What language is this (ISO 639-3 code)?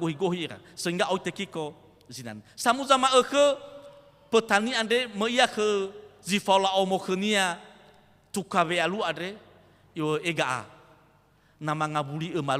nia